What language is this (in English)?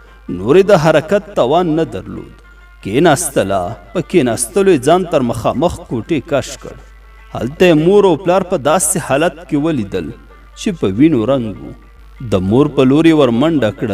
Pashto